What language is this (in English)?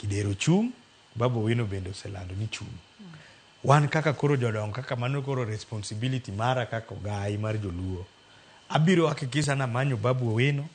Luo (Kenya and Tanzania)